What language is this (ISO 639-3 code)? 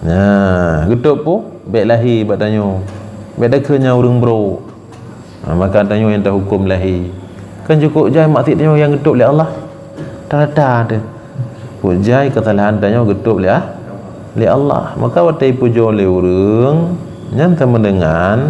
ace